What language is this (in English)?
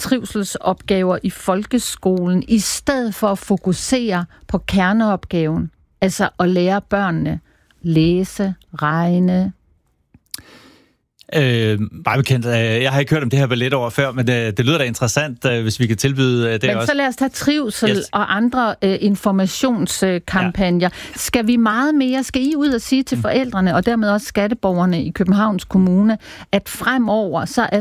Danish